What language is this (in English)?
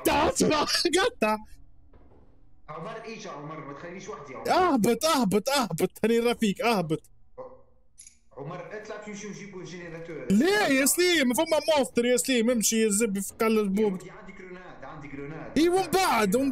Tunisian Arabic